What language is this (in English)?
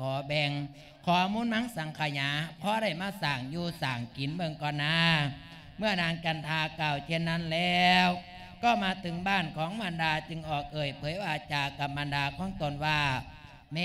Lao